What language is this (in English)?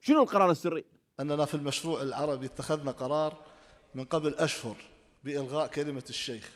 Mesopotamian Arabic